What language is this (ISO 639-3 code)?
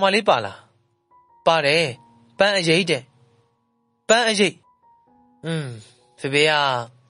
mya